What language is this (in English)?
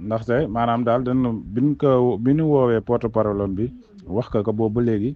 Wolof